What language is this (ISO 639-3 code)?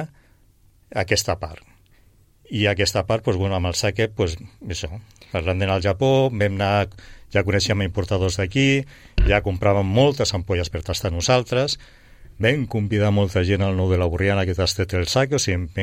cat